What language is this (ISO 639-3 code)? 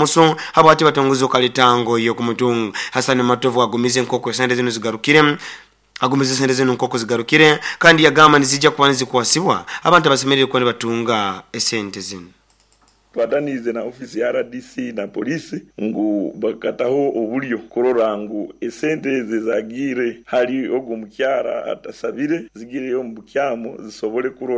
nyo